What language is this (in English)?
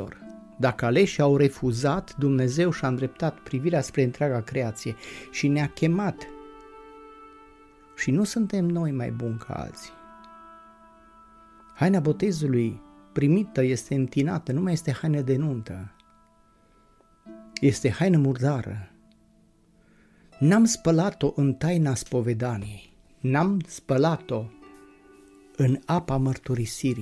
Romanian